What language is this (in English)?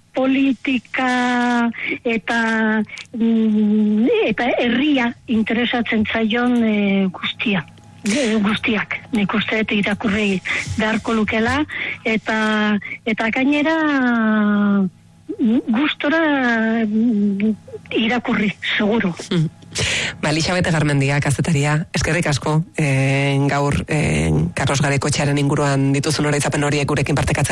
Basque